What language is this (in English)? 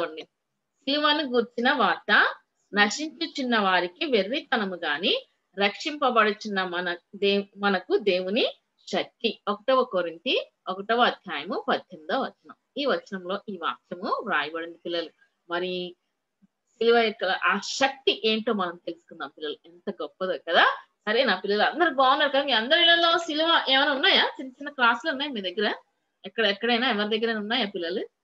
Telugu